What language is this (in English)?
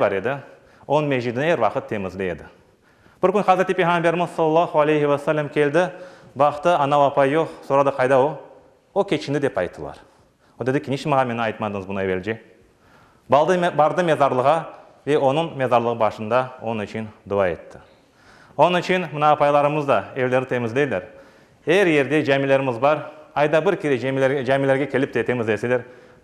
Crimean Tatar